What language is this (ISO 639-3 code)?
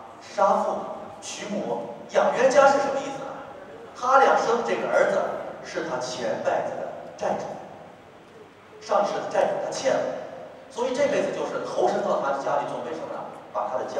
zho